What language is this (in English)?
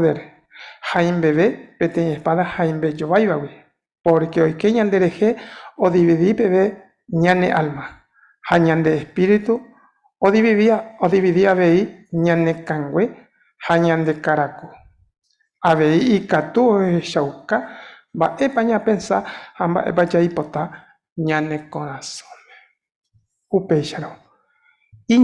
Guarani